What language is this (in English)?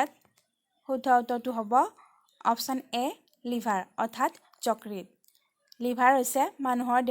Assamese